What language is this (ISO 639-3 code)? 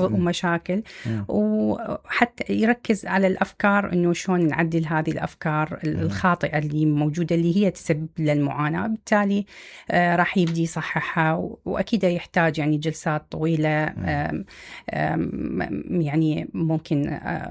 acm